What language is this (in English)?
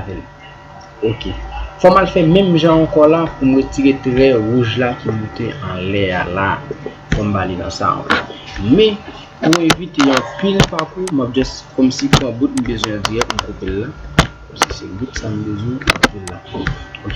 Haitian Creole